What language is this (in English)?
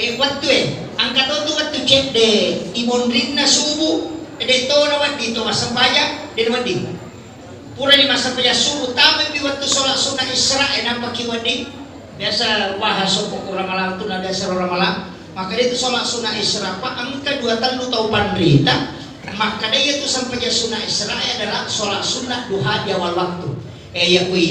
Buginese